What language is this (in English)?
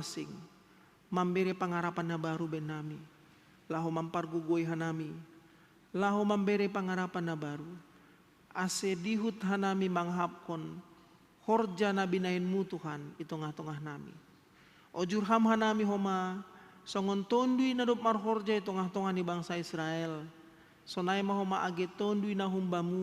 Batak Simalungun